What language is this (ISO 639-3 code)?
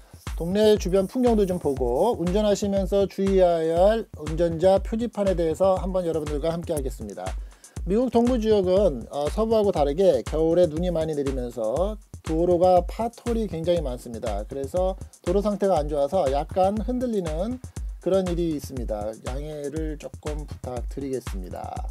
kor